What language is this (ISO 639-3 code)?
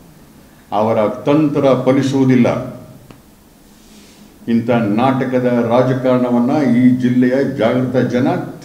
kan